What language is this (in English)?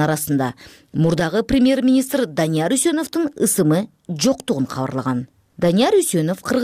Kyrgyz